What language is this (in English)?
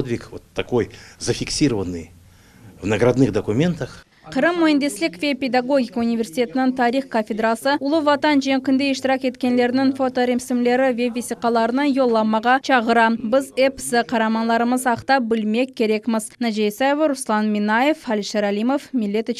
Crimean Tatar